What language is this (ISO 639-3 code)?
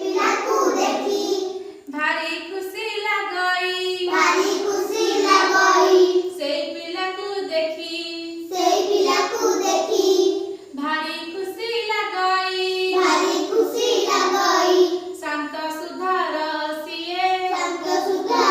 ori